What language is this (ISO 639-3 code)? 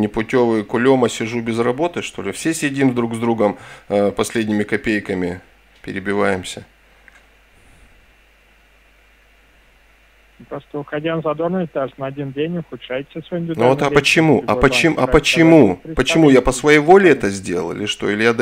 rus